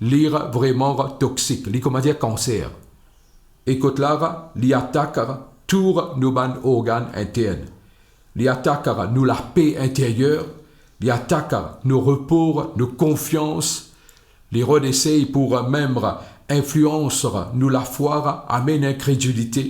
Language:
Morisyen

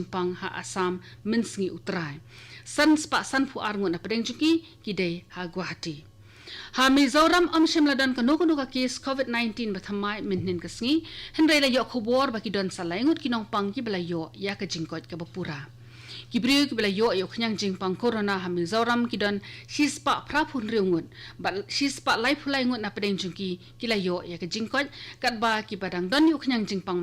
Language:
Khasi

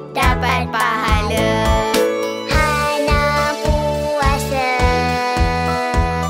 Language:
Malay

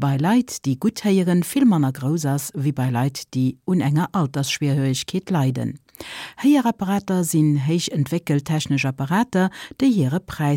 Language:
Luxembourgish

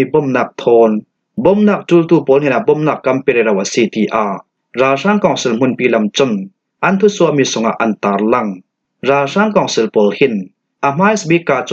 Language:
Falam Chin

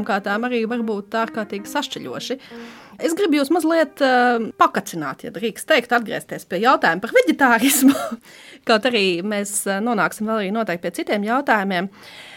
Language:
Latvian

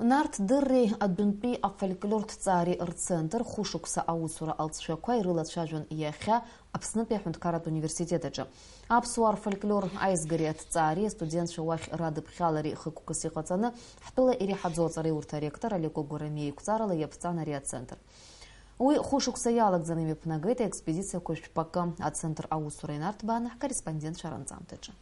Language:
Abkhazian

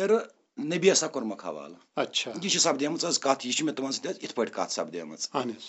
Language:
Kashmiri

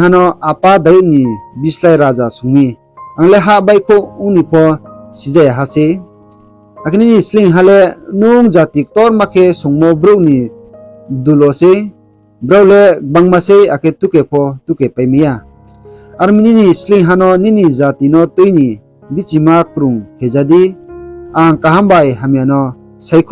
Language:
Riang (India)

